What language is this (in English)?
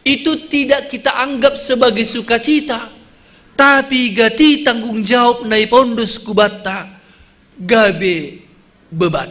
Batak Simalungun